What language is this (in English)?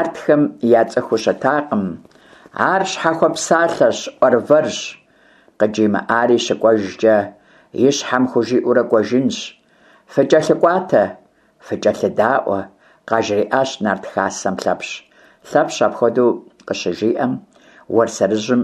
Kabardian